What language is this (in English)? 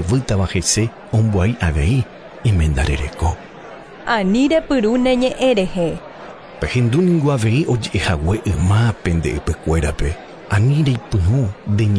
Guarani